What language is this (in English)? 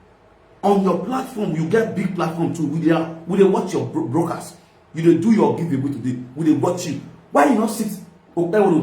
Nigerian Pidgin